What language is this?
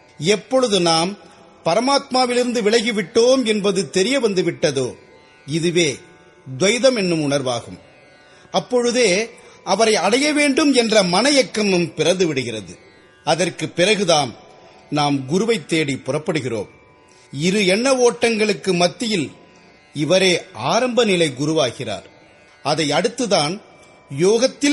Tamil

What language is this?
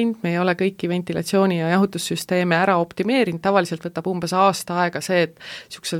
Estonian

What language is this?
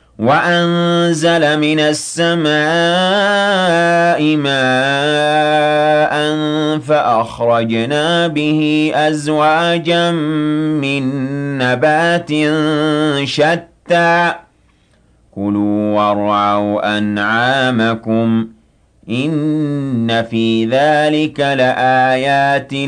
Arabic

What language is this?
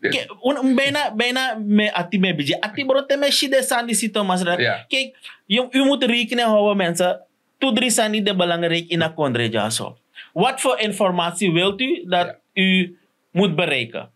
Sranan Tongo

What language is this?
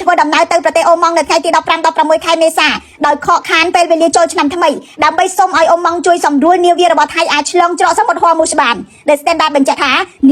Khmer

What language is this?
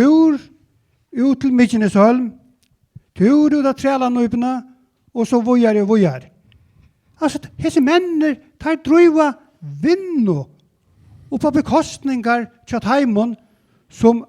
Faroese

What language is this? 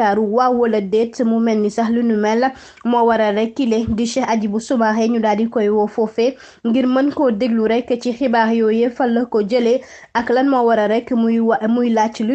Wolof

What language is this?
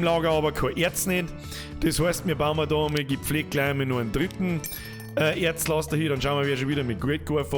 Bavarian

